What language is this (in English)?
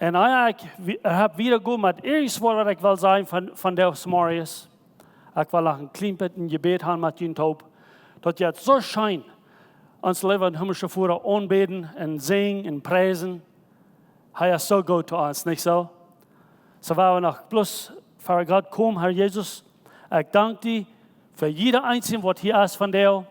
Plautdietsch